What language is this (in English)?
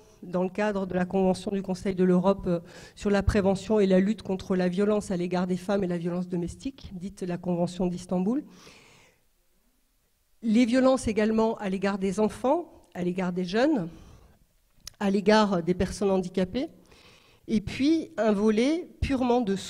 French